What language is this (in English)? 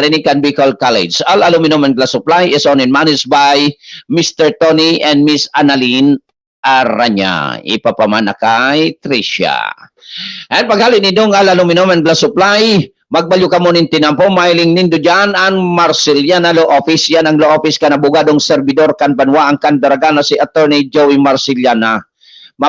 Bikol